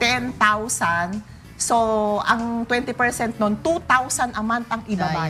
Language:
Filipino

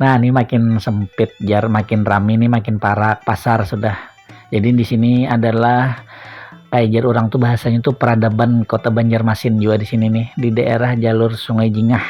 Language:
Banjar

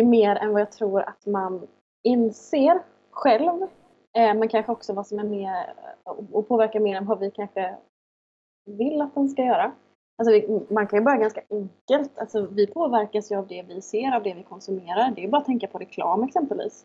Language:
Swedish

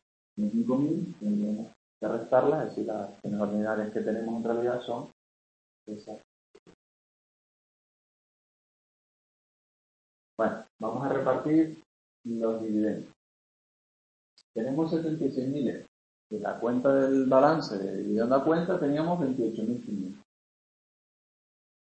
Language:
Spanish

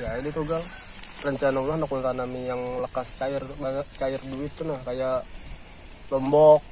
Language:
Banjar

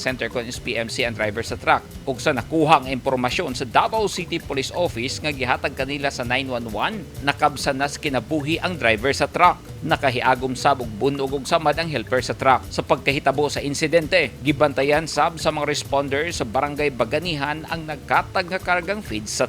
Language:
Cebuano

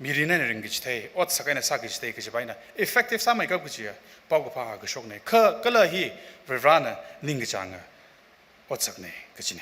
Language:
Tangkhul Naga (India)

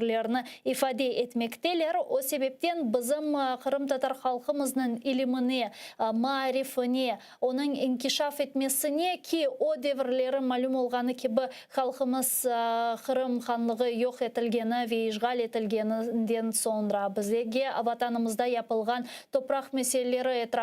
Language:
Crimean Tatar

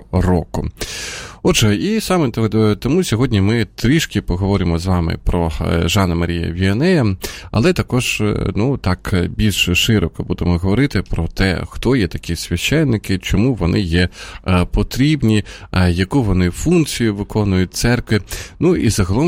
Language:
Ukrainian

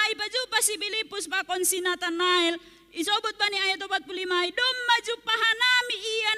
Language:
Batak Simalungun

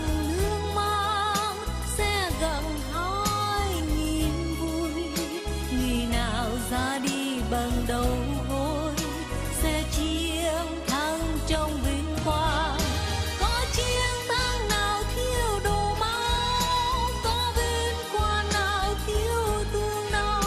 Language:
Vietnamese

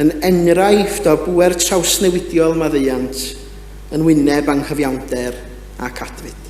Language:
Welsh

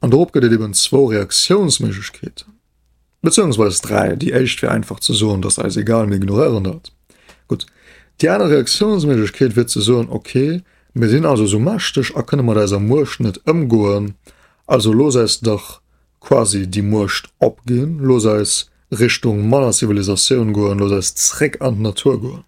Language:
Luxembourgish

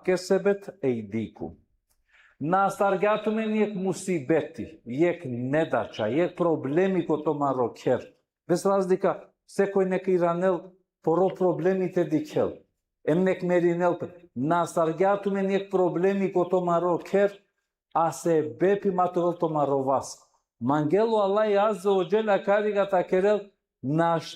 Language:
Balkan Romani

